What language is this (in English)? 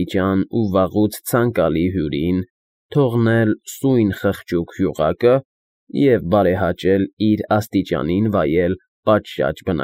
Armenian